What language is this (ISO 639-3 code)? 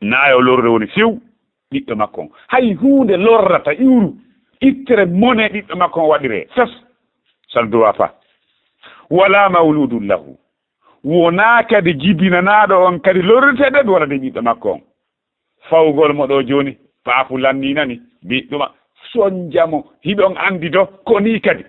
ful